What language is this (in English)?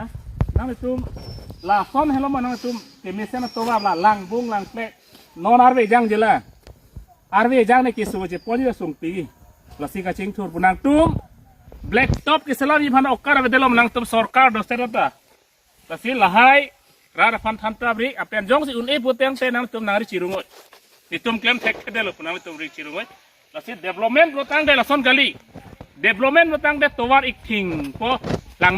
Karbi